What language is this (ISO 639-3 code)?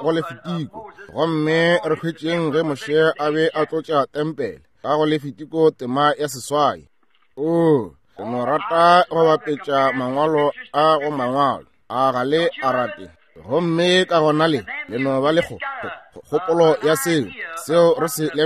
nso